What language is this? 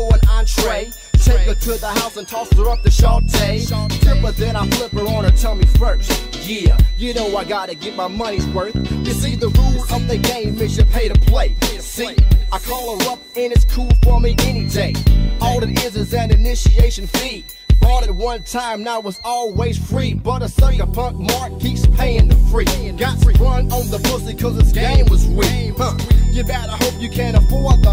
English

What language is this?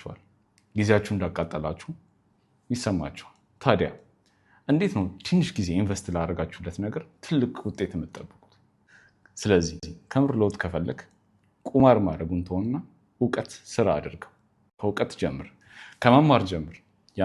Amharic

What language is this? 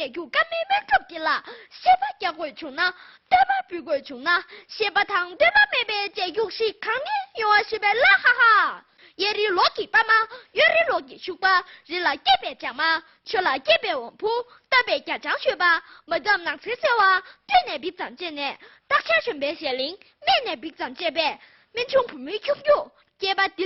Tibetan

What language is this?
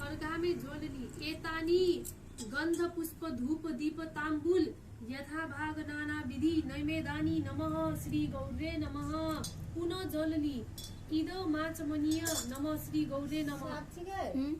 Maithili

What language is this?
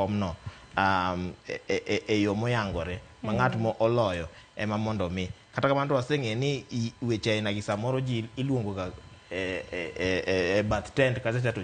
Luo (Kenya and Tanzania)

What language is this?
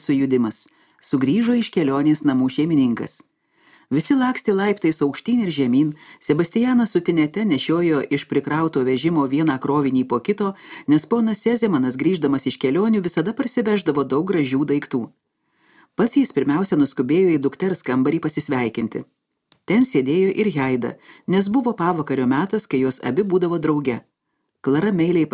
Lithuanian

